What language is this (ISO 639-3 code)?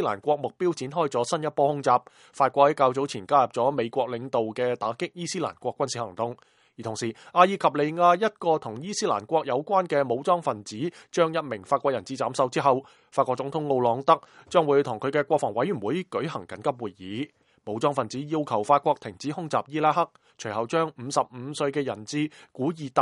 yue